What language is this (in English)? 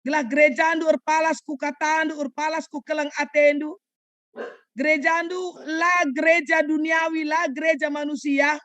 Batak Karo